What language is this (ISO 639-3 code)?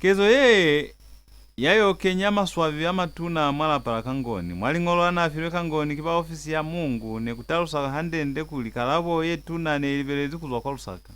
loz